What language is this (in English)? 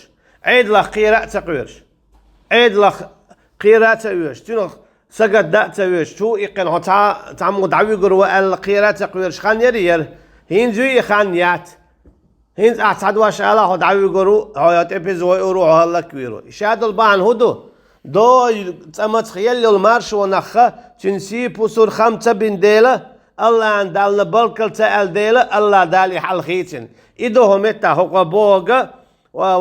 Chechen